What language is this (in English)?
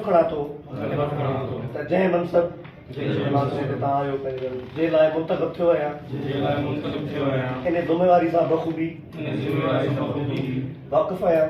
Sindhi